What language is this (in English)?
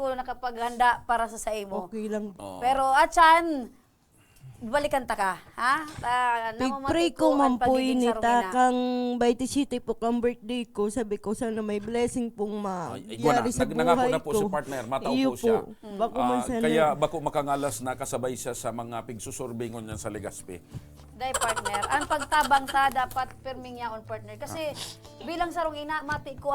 Bikol